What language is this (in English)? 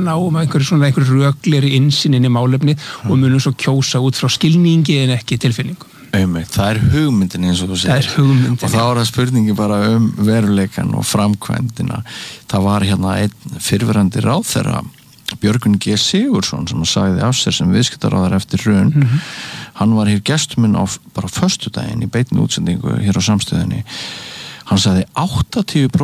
Icelandic